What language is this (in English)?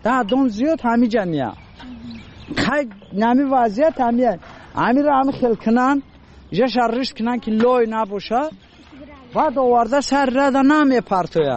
Persian